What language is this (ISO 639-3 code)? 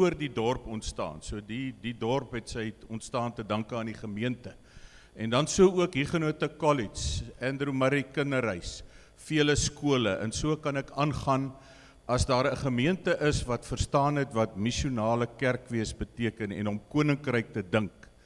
afr